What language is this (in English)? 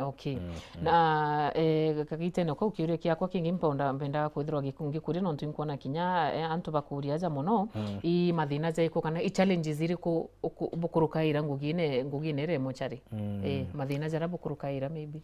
Meru